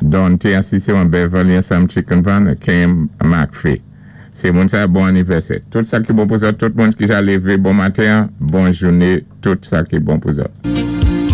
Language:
Saint Lucian Creole French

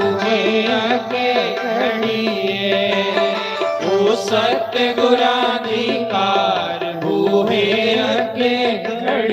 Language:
Dogri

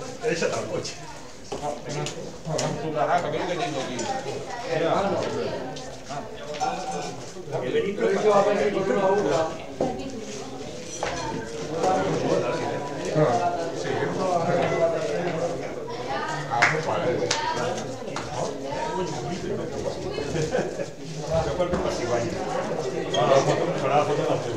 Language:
Catalan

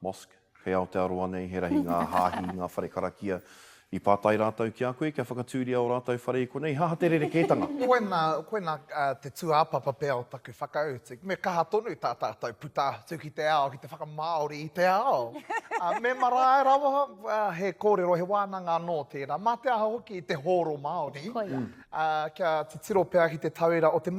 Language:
Māori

